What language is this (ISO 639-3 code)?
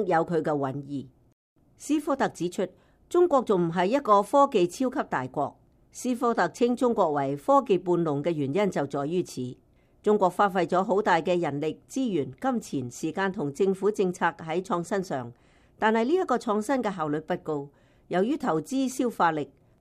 yue